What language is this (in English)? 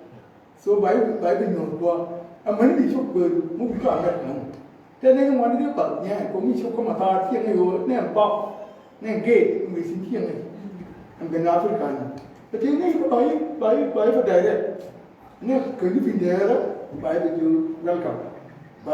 Nuer